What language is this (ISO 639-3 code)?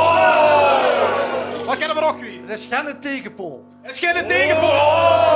lim